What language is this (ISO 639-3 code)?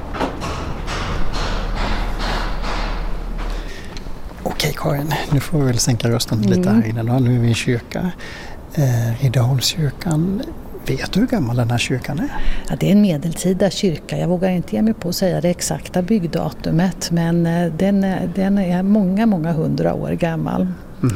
swe